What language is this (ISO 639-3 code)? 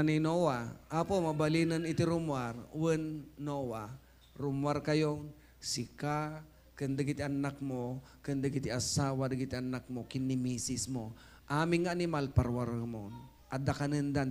ilo